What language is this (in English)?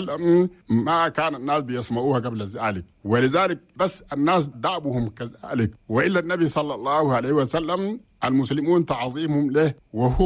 Chadian Arabic